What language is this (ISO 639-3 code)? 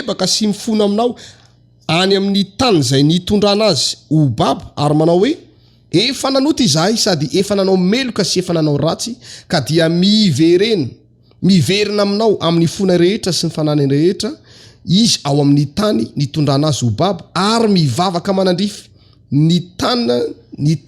mlg